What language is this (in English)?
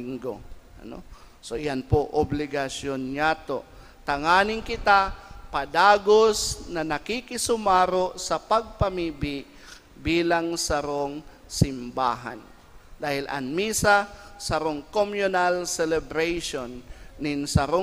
Bikol